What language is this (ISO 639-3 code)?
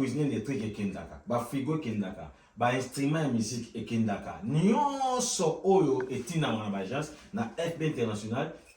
lin